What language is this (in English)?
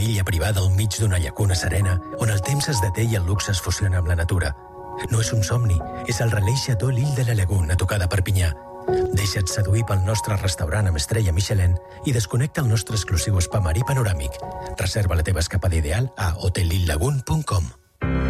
Catalan